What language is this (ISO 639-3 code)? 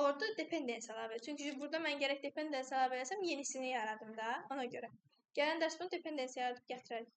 aze